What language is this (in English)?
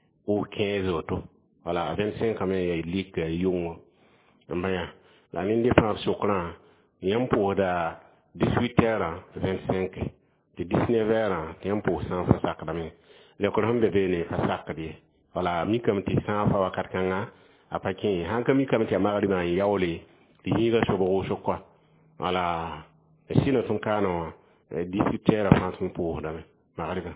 Mossi